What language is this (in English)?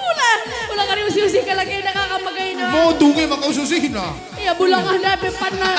Batak Karo